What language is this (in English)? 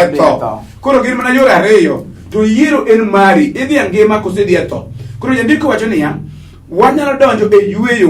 Luo (Kenya and Tanzania)